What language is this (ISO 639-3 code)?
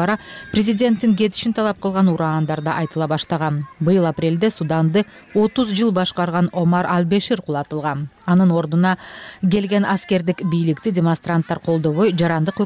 kir